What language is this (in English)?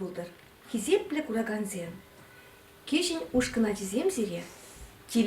Chuvash